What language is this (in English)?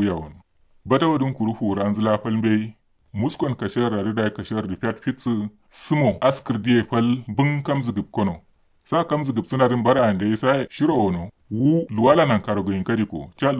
Kanuri